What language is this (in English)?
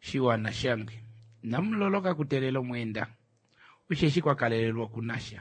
Kuanyama